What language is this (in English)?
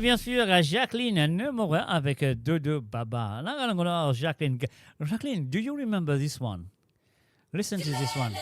Morisyen